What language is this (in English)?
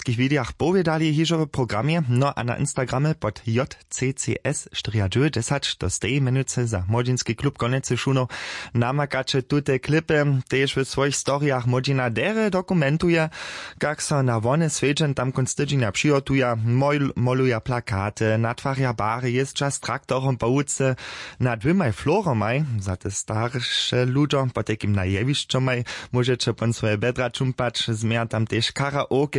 Upper Sorbian